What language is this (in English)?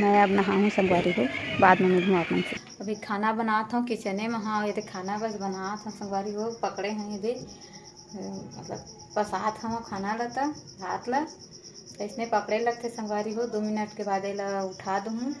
Chhattisgarhi